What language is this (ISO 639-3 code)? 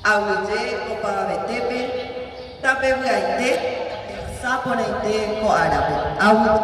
grn